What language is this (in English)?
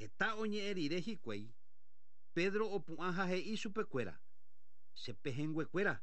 Guarani